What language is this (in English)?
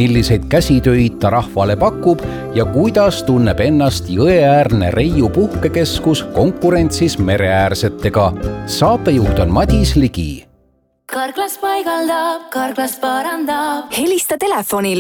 Estonian